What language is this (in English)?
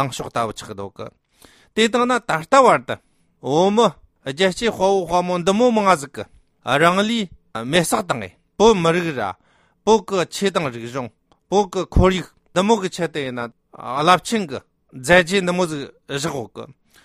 Tibetan